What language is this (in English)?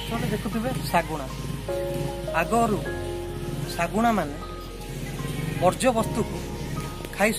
Odia